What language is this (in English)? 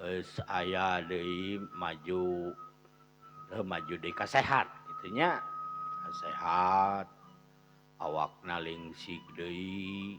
Sundanese